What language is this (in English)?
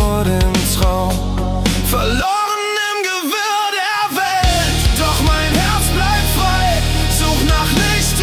German